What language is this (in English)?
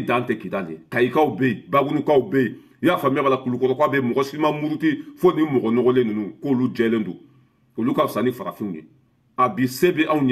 Bambara